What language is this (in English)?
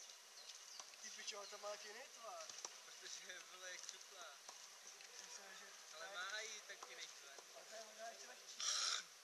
Czech